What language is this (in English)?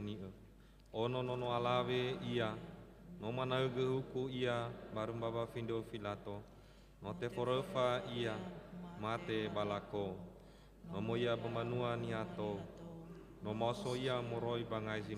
Nias